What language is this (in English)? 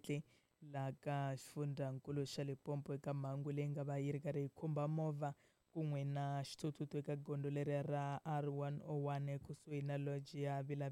Tsonga